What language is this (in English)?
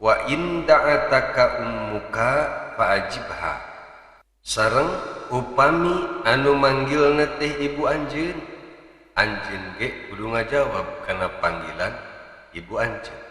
Sundanese